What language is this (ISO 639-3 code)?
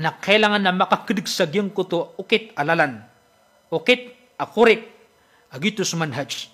mrw